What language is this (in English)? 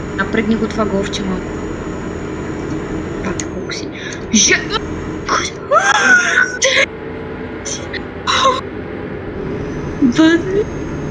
Bulgarian